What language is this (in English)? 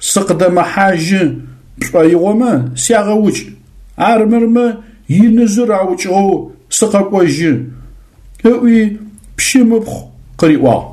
Adyghe